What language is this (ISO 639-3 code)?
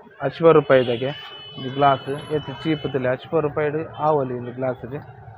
tcy